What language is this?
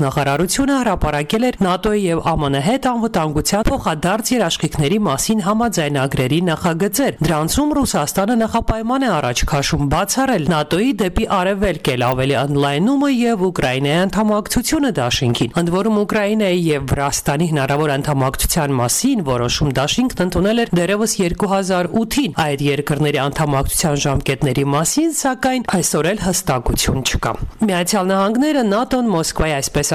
Armenian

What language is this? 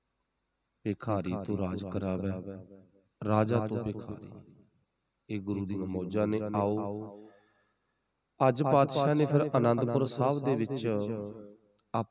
Punjabi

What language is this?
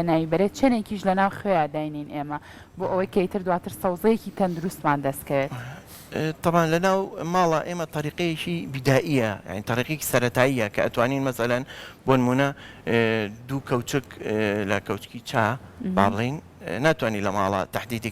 Central Kurdish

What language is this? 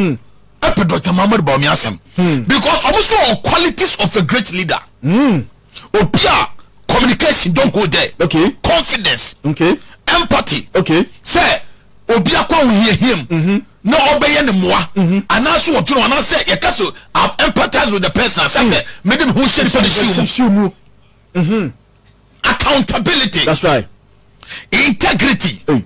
Akan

